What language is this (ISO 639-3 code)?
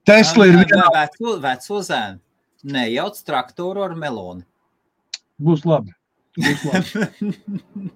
lav